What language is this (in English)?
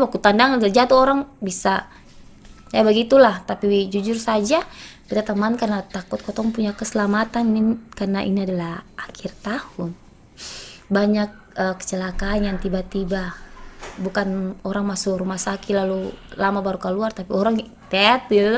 Ambonese Malay